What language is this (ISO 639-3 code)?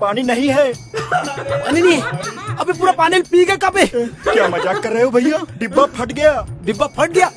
hne